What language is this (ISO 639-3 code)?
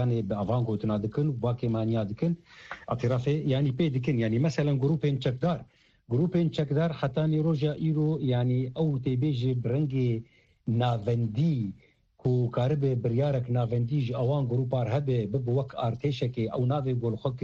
kur